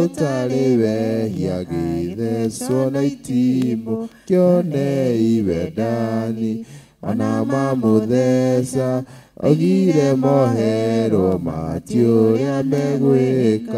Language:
Kikuyu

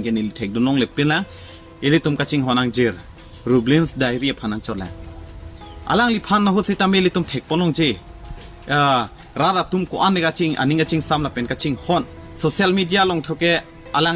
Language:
Karbi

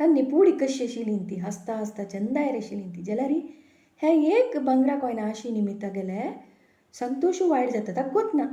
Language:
Konkani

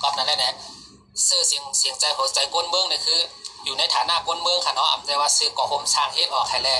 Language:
Shan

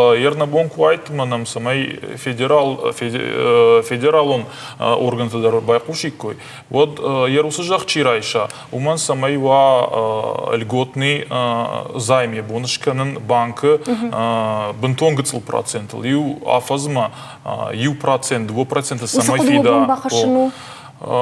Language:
Ossetic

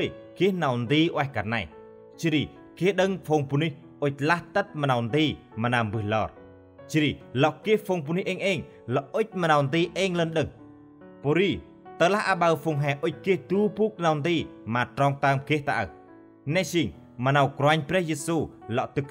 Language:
Central Mnong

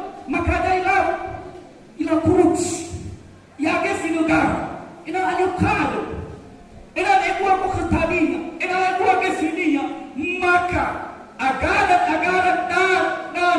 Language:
Nias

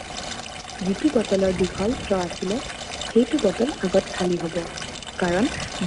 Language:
Assamese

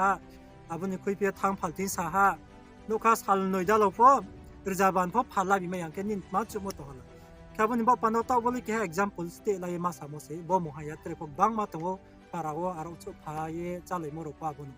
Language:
Riang (India)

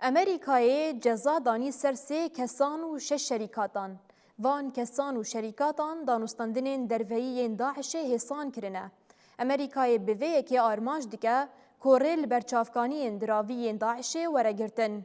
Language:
Kurdish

